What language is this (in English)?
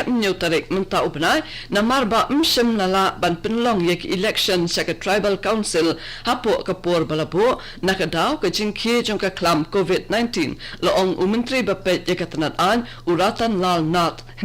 Khasi